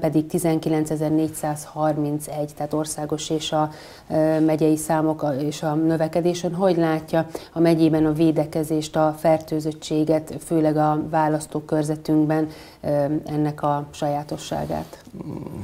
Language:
Hungarian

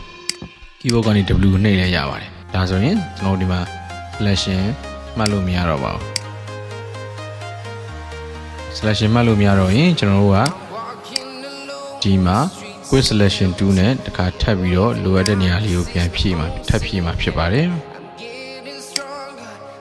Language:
Burmese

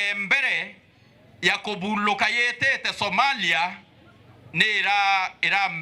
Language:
Meru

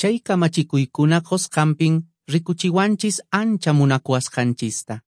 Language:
Quechua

